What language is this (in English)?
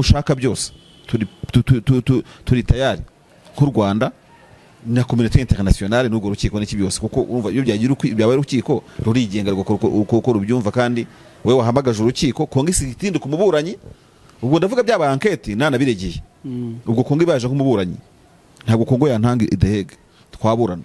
Kinyarwanda